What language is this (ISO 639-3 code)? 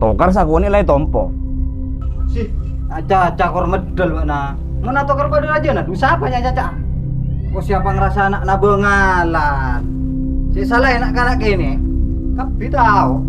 mad